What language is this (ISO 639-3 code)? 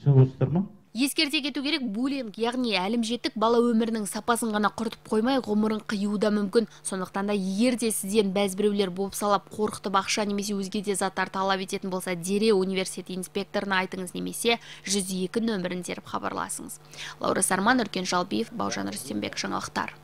kaz